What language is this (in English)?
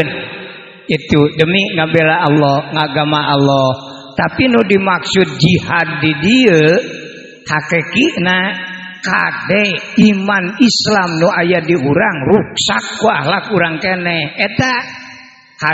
Sundanese